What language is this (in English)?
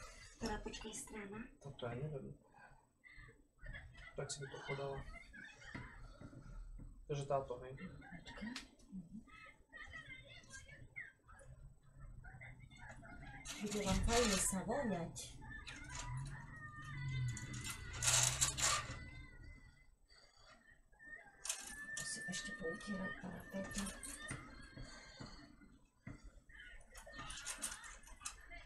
Slovak